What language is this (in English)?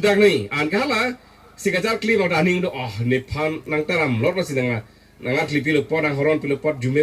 Karbi